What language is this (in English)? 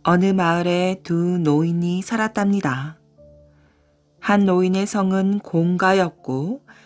Korean